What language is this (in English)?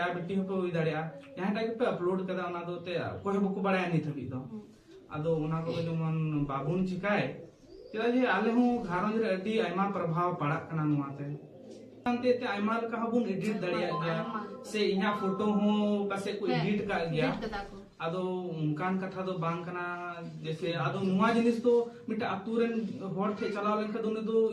Santali